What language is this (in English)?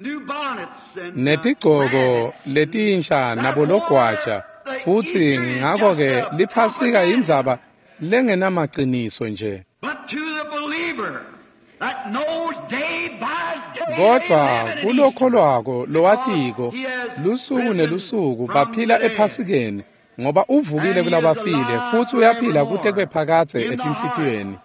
Swati